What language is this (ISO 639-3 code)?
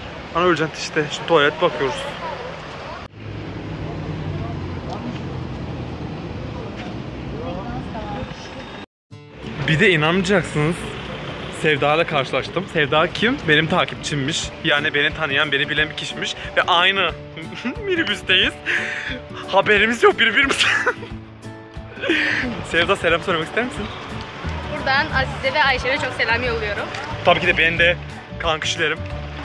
tur